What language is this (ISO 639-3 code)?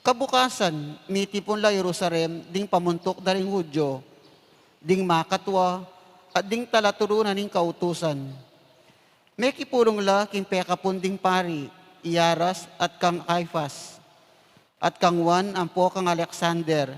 pam